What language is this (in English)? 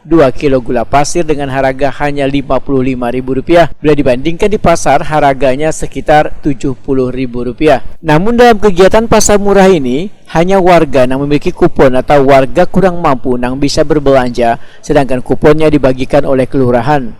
Banjar